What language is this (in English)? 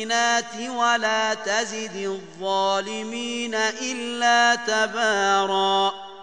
Arabic